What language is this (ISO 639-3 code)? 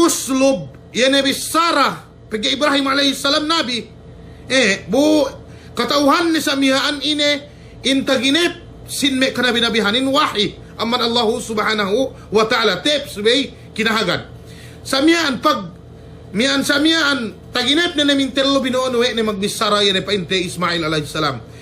yka